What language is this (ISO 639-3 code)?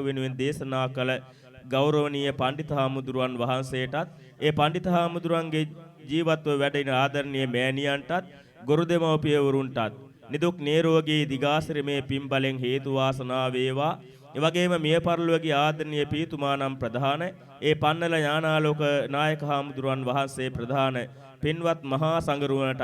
sin